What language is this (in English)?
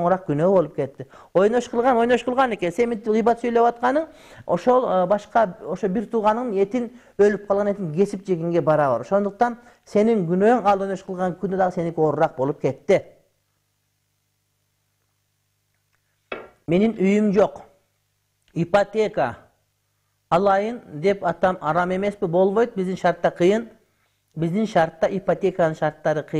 Kyrgyz